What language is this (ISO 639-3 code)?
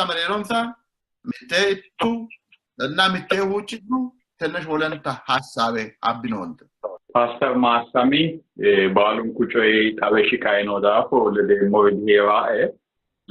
sid